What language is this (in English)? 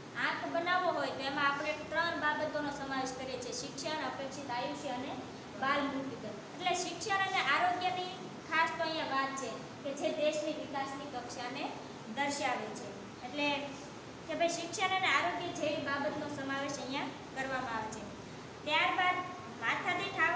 Gujarati